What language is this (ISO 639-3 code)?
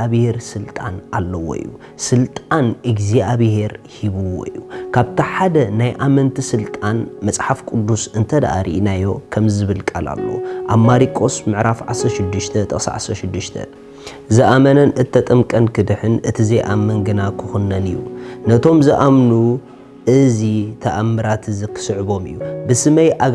tir